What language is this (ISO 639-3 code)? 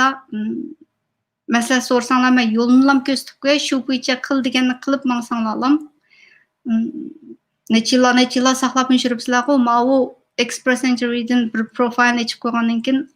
uig